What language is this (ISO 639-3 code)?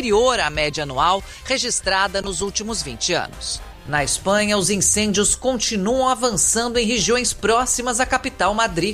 por